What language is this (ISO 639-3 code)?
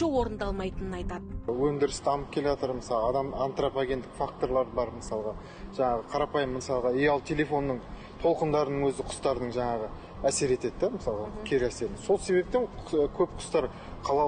kaz